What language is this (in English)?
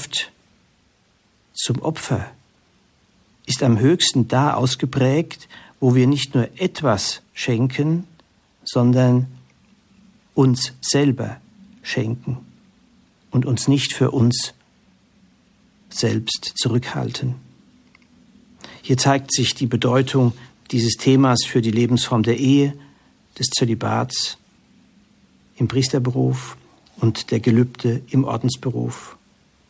German